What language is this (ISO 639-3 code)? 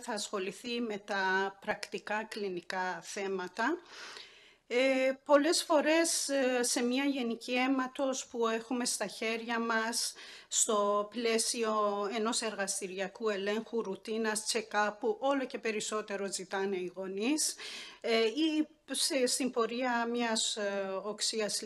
ell